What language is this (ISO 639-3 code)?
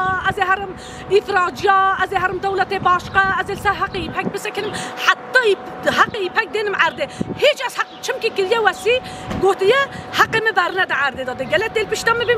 kur